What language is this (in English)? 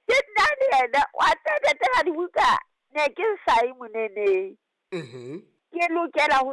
Southern Sotho